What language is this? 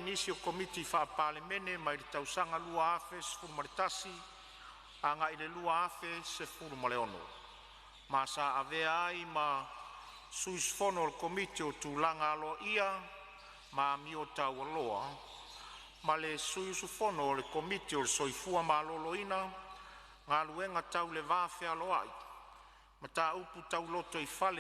Samoan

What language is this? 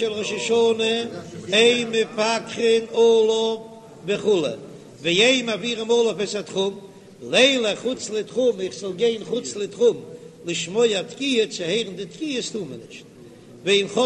Yiddish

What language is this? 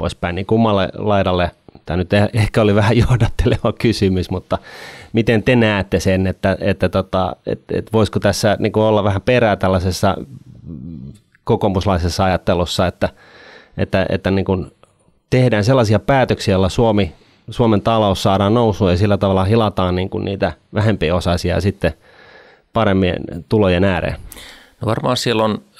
Finnish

